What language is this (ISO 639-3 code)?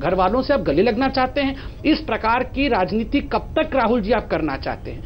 hin